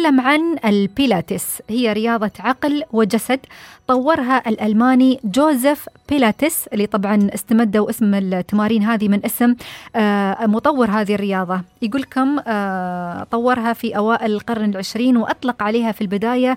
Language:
Najdi Arabic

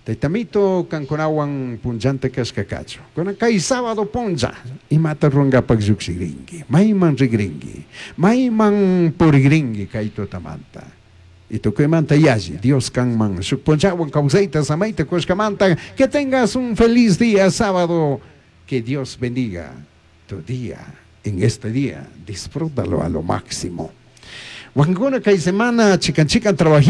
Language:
Chimborazo Highland Quichua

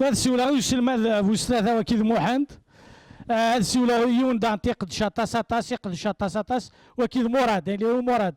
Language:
Kabyle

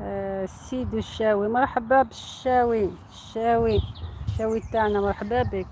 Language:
Algerian Arabic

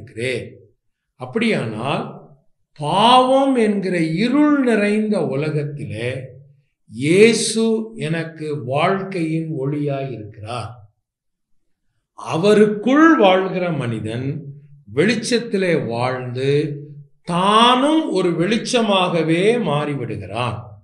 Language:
Tamil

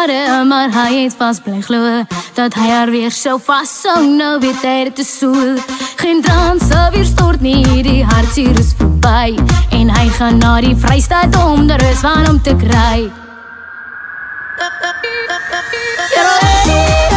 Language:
Afrikaans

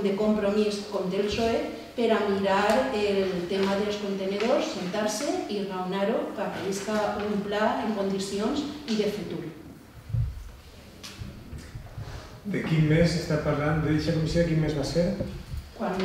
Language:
Catalan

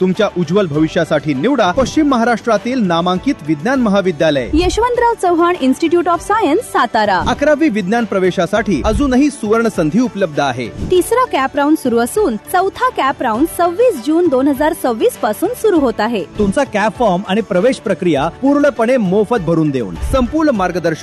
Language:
Marathi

